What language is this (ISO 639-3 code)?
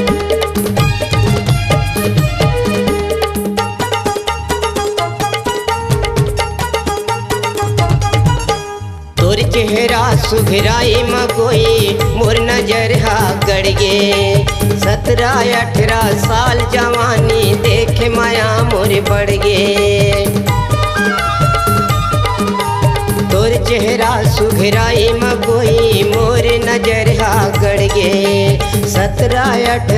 hne